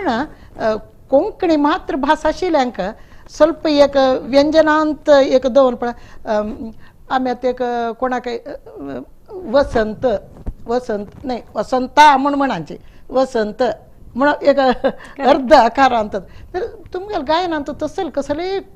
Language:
Konkani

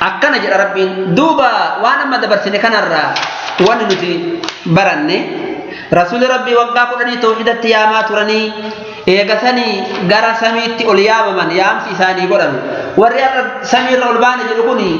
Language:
Oromo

